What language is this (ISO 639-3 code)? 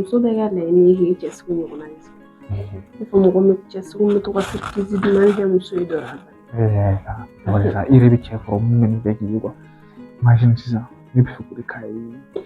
bam